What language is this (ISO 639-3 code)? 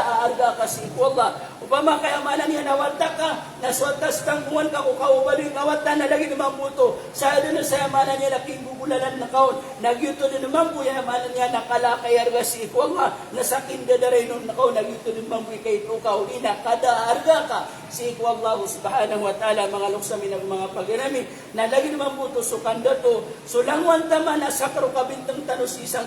mrw